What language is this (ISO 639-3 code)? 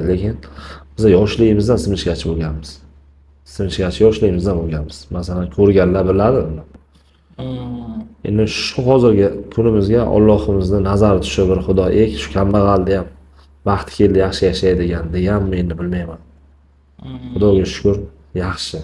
uzb